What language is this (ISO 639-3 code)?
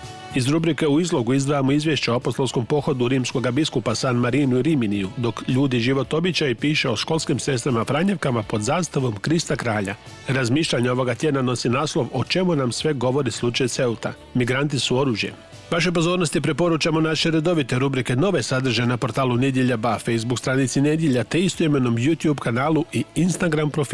hrv